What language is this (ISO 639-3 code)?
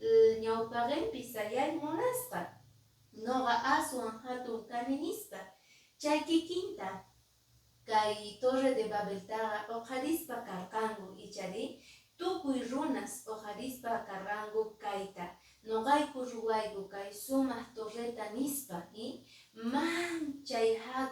que